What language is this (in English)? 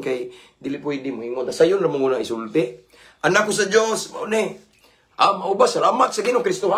Cebuano